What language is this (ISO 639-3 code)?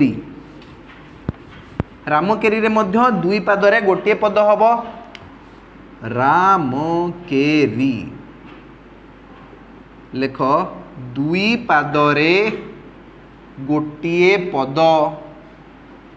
ori